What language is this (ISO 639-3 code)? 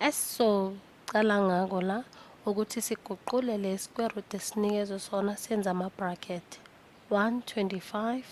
zul